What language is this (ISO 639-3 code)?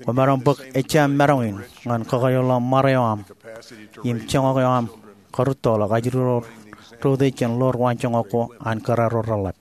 mah